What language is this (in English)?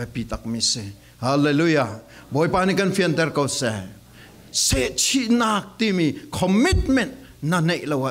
Falam Chin